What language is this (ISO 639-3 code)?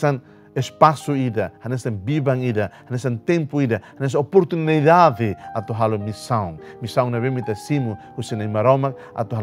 tet